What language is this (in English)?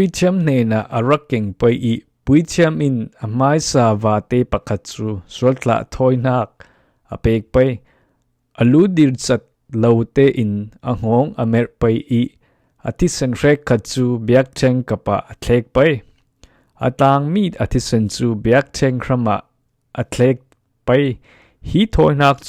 Falam Chin